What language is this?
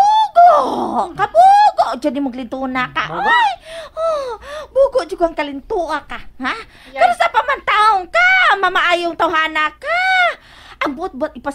Cebuano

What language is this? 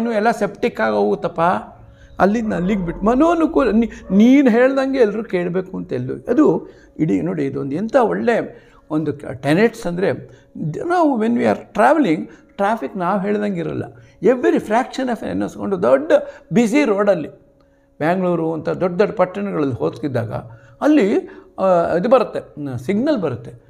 Kannada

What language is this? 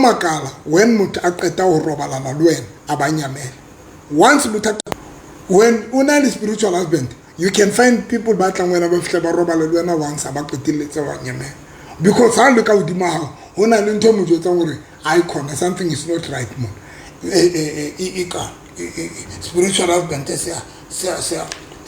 Southern Sotho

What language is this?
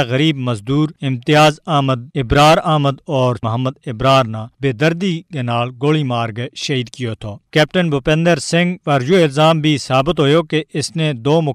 Gujari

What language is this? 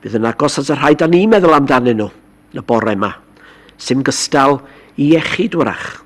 Welsh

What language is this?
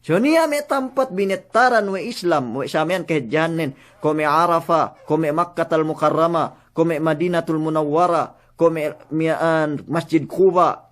Yakan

